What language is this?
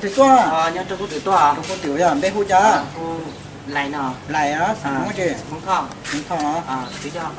Hmong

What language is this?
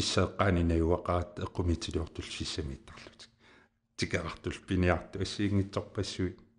Kalaallisut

